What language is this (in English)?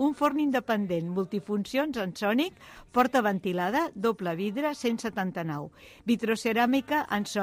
Catalan